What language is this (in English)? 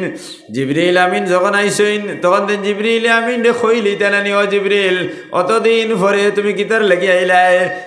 Sylheti